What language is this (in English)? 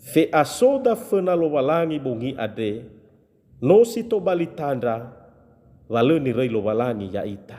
Nias